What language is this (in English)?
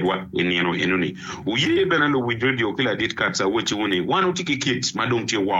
Acoli